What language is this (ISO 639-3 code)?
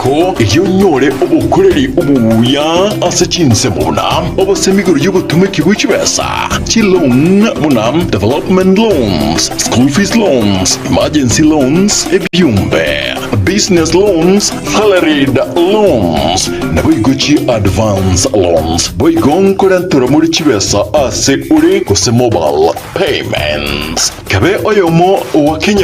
guz